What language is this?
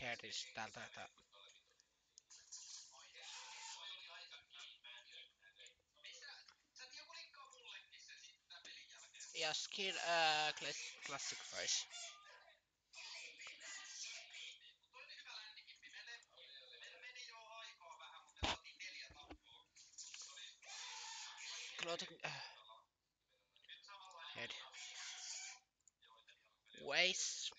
Finnish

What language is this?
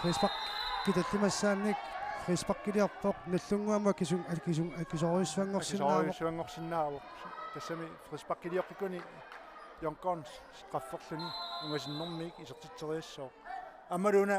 Kalaallisut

